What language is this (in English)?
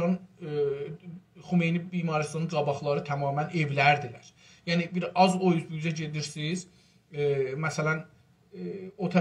South Azerbaijani